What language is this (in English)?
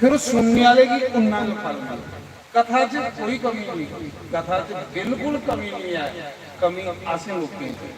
Dogri